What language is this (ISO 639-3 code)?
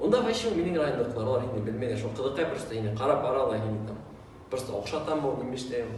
bak